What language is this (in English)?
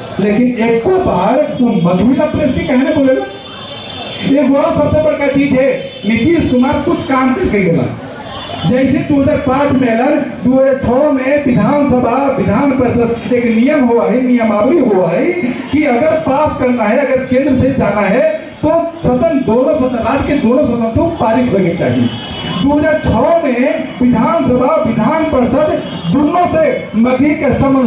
Magahi